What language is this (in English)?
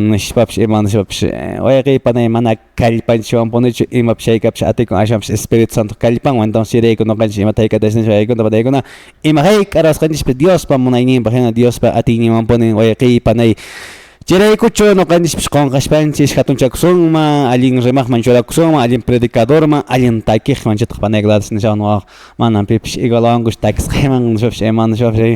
Quechua